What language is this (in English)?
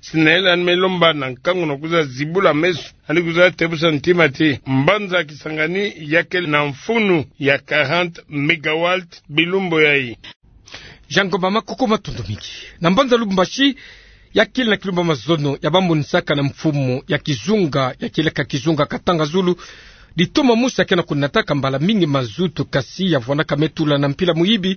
Kituba (Democratic Republic of Congo)